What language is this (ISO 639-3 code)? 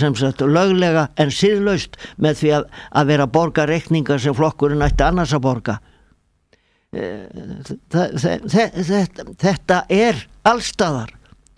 isl